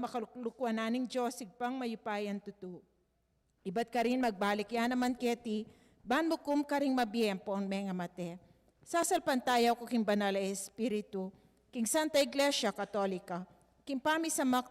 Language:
Pampanga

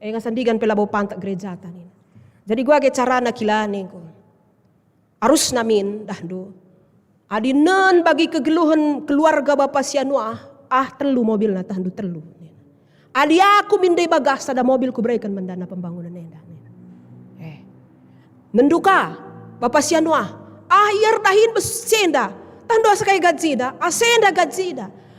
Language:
Batak Karo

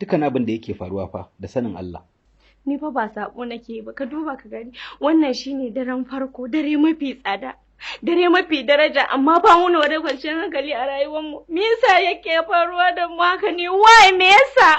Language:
Hausa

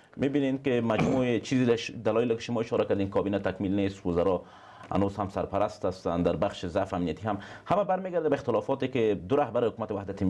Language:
Persian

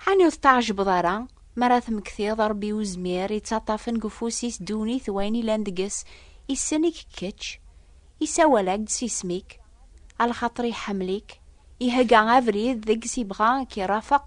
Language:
Kabyle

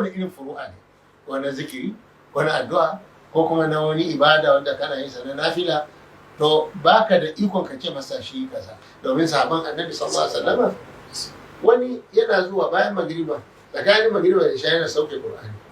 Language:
Hausa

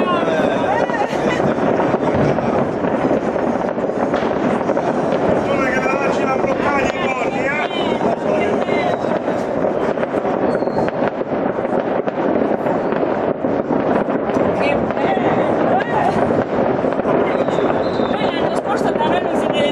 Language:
Italian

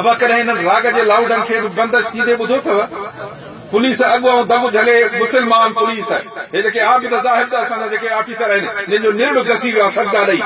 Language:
Sindhi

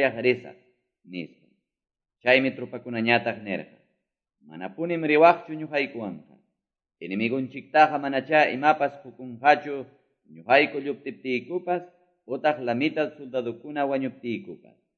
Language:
Quechua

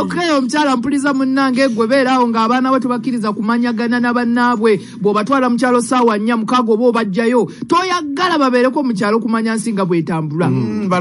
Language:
Ganda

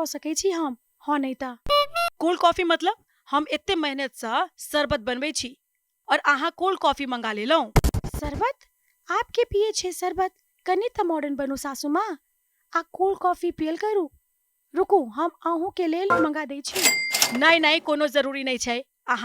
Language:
Maithili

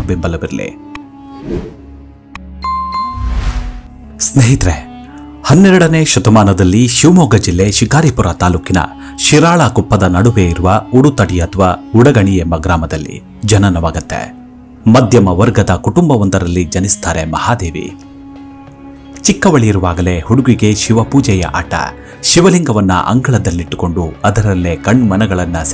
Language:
Kannada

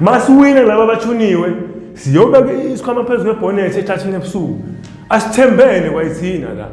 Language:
Zulu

